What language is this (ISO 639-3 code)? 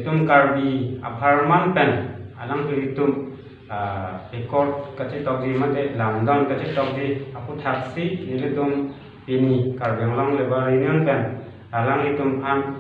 mjw